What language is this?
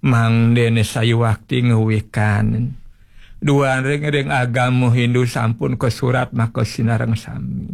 Balinese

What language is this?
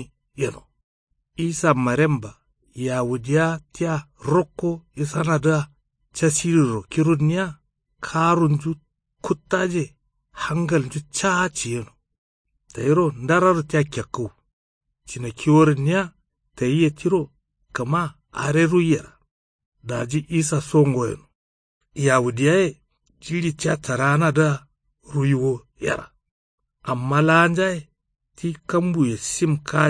Kanuri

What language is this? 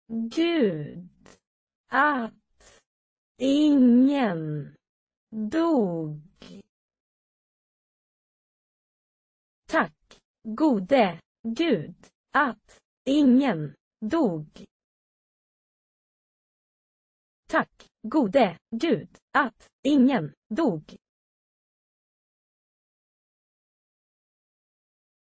Swedish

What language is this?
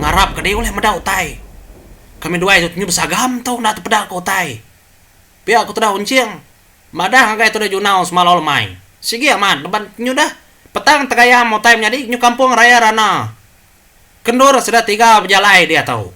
Iban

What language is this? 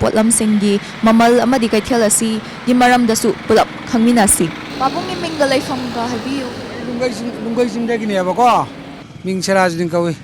Manipuri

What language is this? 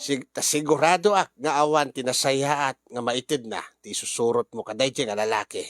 Iloko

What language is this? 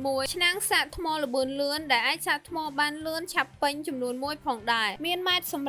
Khmer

